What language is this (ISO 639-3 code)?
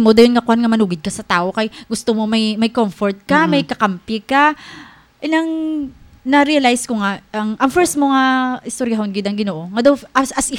hil